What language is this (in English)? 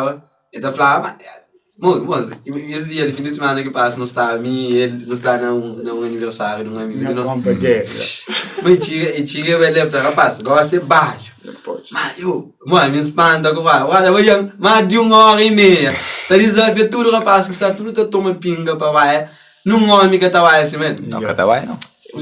Kabuverdianu